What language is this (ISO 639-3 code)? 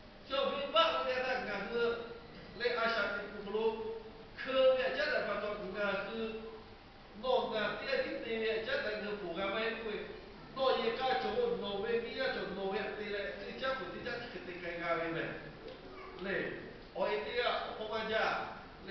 lhu